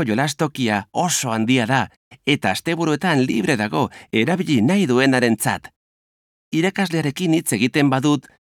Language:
Basque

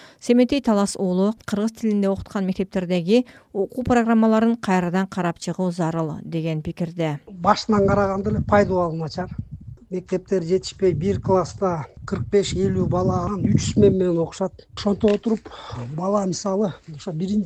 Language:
Kyrgyz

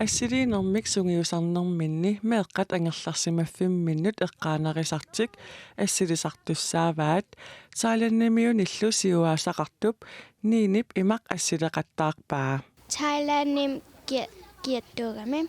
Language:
Kalaallisut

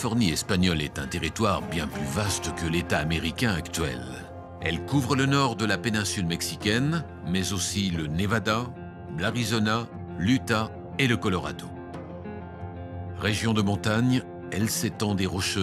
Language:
French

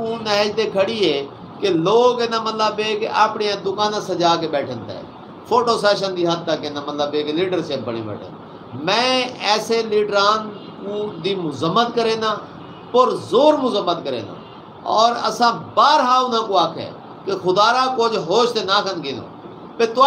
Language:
Saraiki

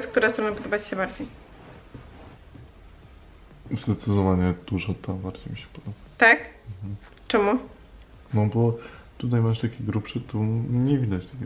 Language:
Polish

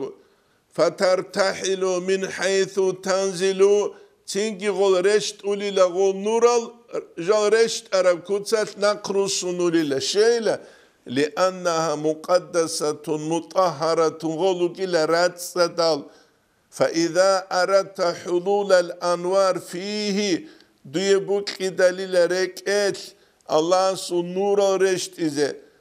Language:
Avaric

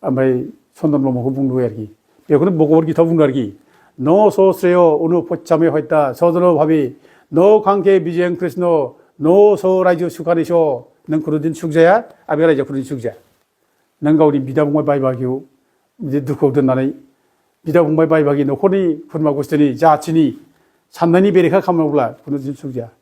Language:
Bodo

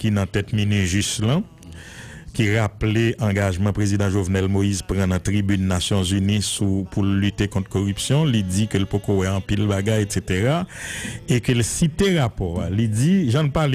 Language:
Haitian Creole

